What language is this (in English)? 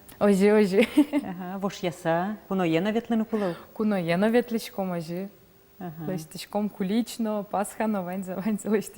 Udmurt